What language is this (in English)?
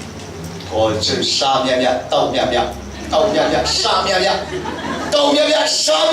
Falam Chin